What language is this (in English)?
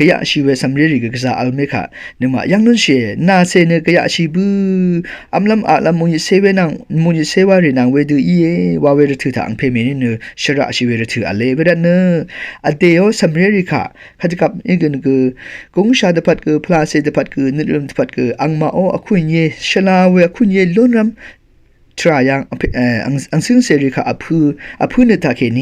Rawang